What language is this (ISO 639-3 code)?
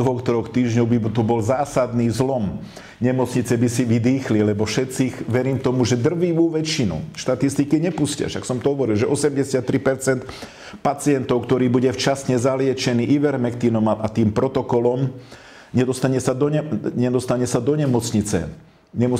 slk